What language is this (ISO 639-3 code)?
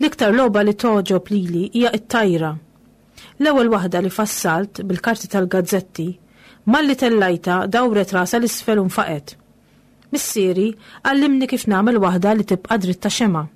mlt